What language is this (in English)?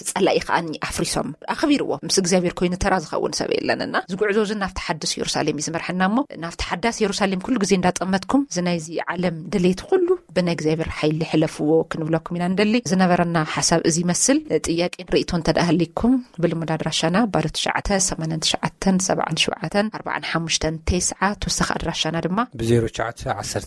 Tigrinya